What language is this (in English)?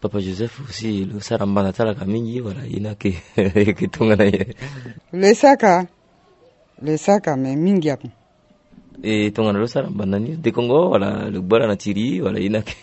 Sango